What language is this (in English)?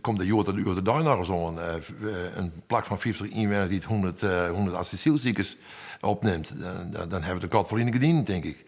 Western Frisian